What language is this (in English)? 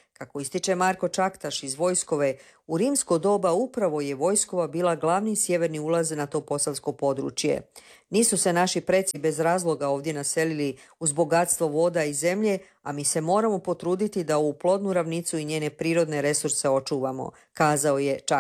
Croatian